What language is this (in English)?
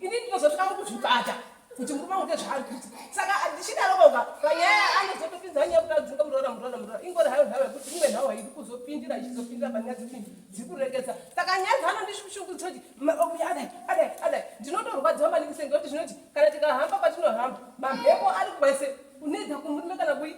Shona